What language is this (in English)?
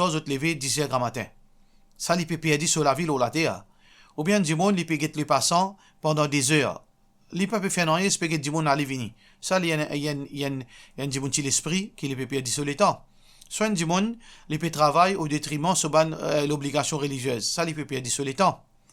Morisyen